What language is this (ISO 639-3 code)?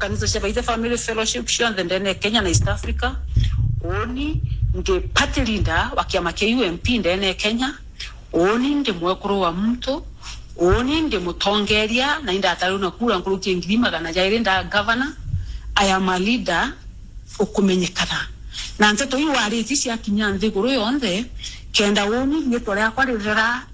mer